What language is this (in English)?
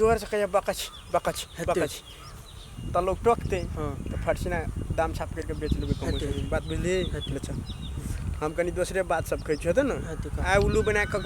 Maithili